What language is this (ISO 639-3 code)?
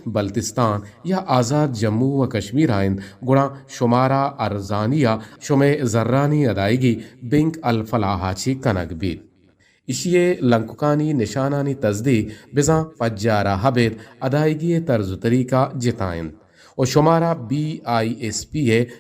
bgp